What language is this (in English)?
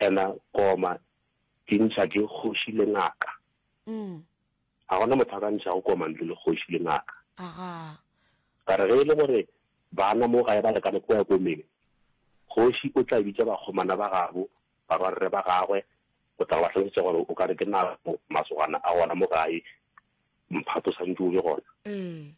Northern Sotho